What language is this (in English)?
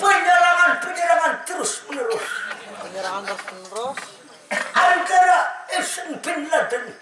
Banjar